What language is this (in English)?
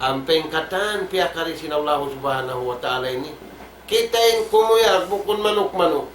Tausug